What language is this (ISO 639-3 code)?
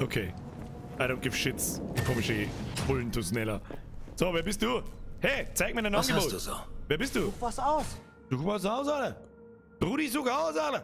bar